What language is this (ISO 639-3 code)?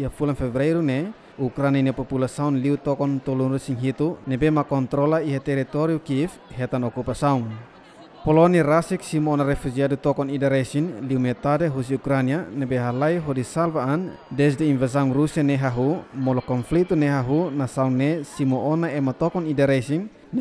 tet